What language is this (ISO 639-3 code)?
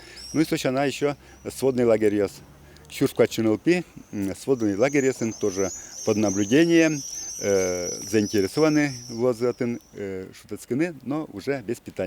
udm